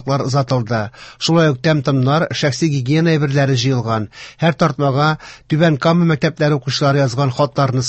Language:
Tatar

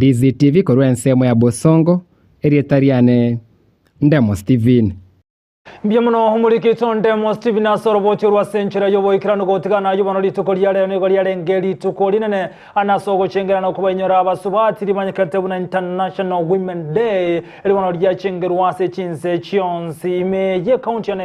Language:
Gusii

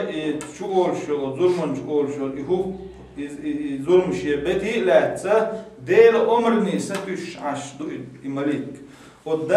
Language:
Chechen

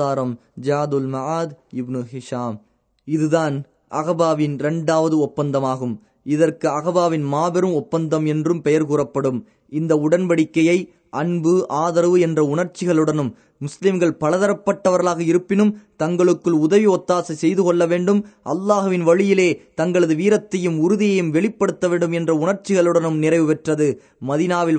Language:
Tamil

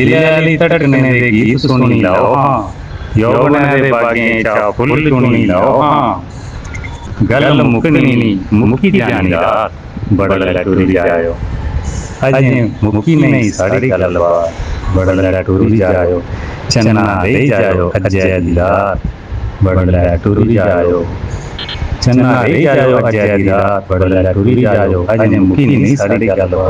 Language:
Dogri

